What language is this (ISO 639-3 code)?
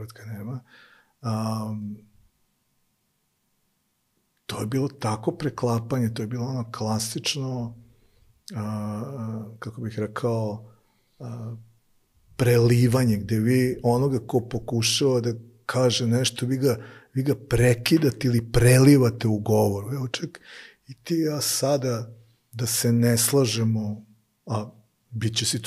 srp